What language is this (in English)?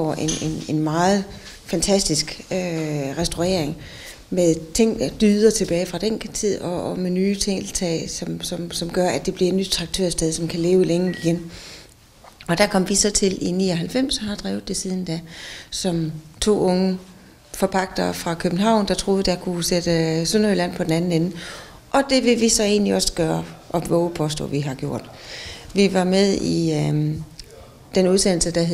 Danish